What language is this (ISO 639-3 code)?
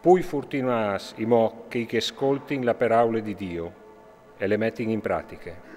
fur